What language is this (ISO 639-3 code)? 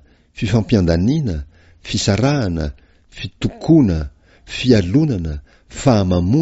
mlg